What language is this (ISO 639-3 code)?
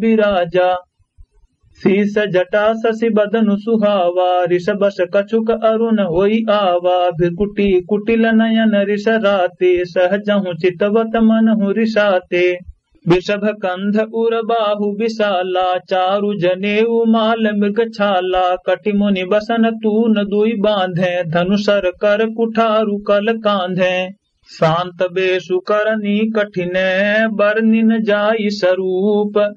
awa